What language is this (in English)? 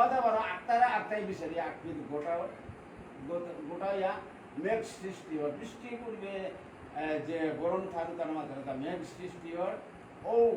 Bishnupriya